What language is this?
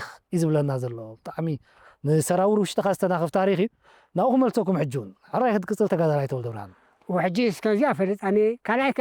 Tigrinya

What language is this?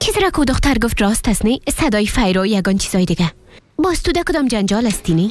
Persian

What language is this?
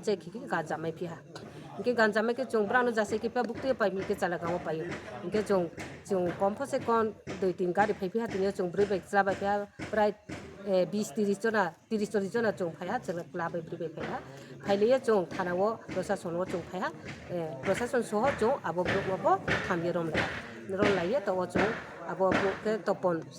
Riang (India)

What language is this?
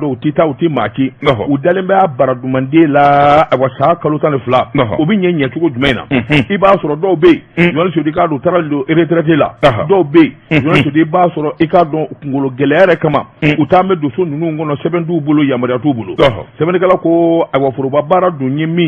Bambara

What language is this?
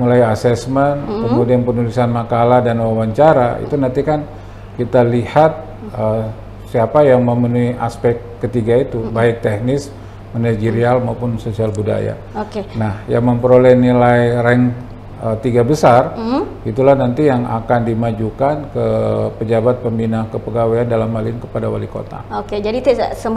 Indonesian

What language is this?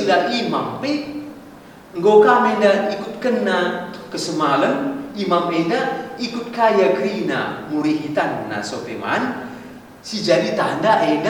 Batak Karo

